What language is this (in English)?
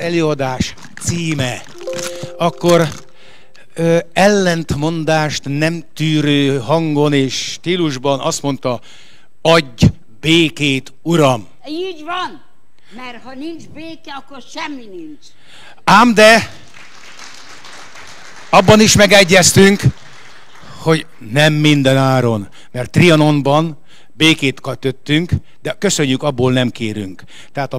Hungarian